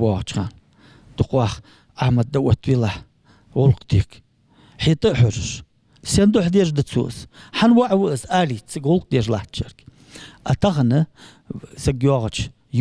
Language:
Ingush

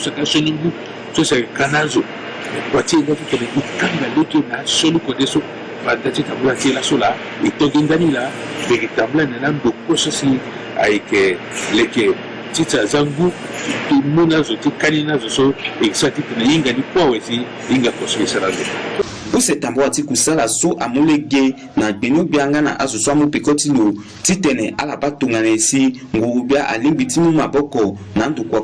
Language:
Sango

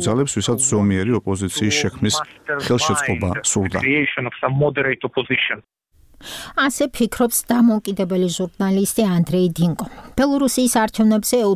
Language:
Georgian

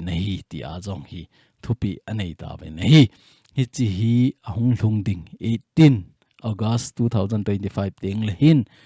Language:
Thado Chin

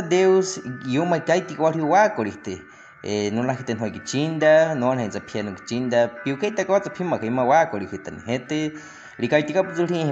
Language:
Baniwa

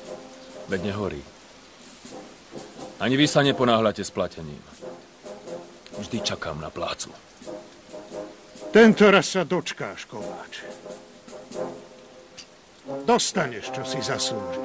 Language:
Slovak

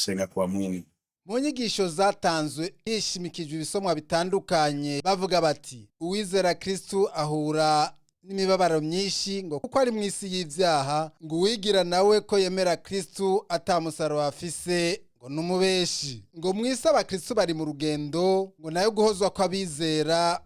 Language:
Rundi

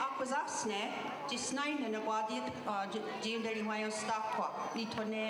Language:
Mohawk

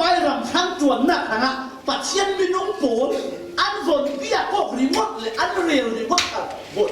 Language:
Falam Chin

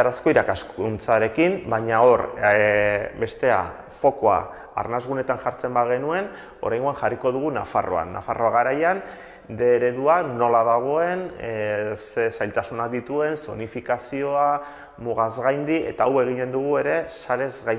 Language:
Basque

